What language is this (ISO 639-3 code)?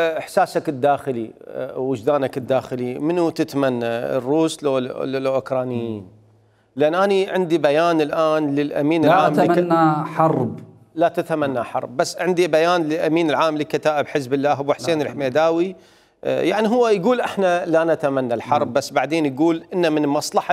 acm